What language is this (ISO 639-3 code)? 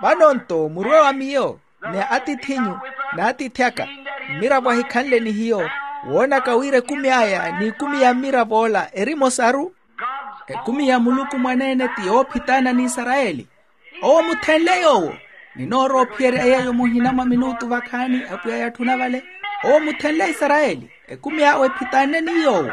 vmw